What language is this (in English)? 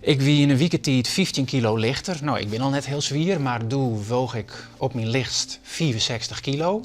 Western Frisian